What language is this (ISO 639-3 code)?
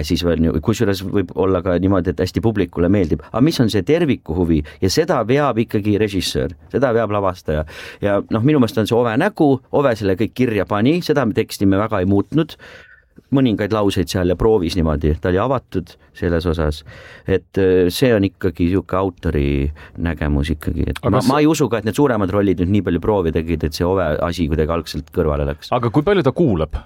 est